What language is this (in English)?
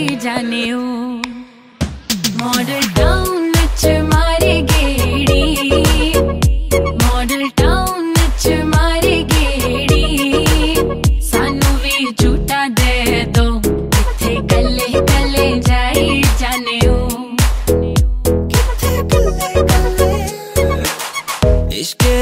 Punjabi